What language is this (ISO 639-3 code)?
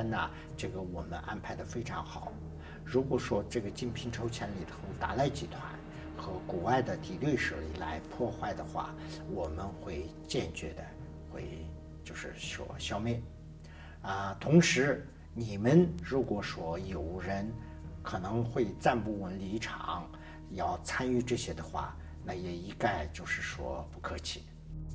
zho